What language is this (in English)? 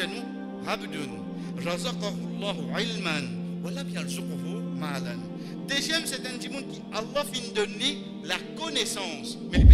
Morisyen